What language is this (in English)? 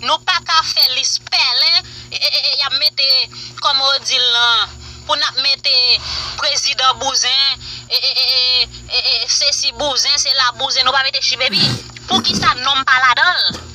Haitian Creole